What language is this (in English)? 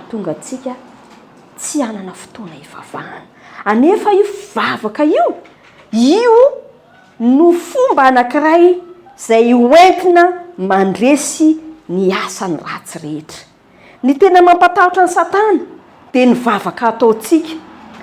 Malagasy